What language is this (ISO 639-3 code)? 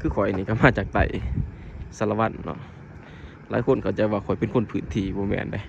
lao